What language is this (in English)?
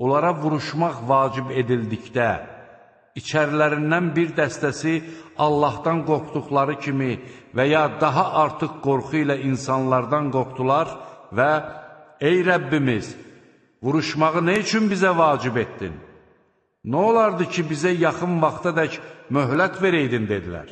Azerbaijani